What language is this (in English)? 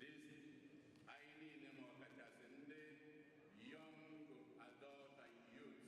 Igbo